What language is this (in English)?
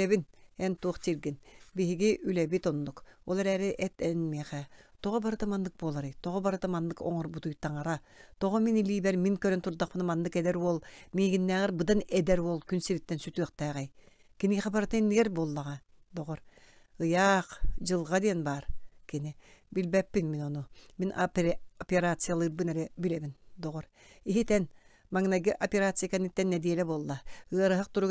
Yakut